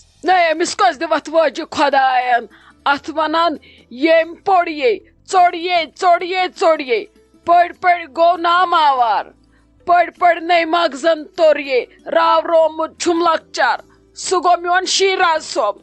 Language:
Kashmiri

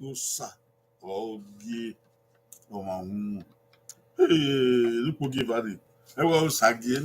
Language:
Bini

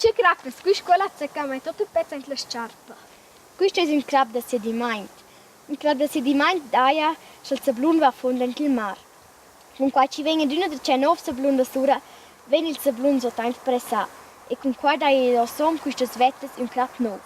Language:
Romansh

